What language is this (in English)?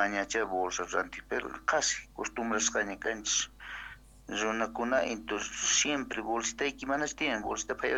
South Bolivian Quechua